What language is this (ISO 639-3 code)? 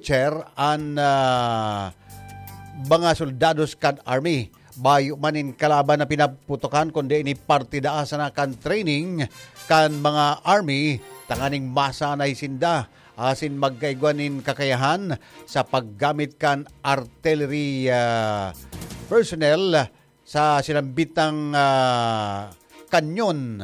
bik